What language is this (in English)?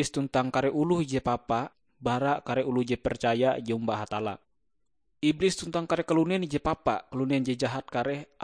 Ngaju